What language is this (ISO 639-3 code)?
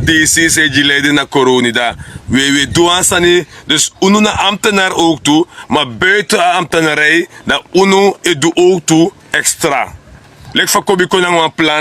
srn